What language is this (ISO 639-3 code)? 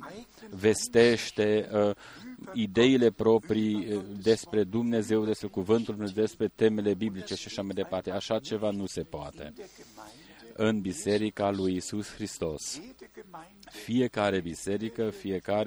ron